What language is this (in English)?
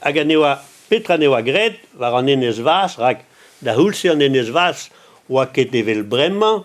Breton